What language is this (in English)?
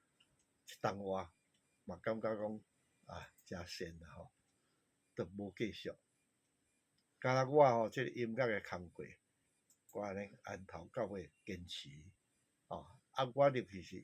Min Nan Chinese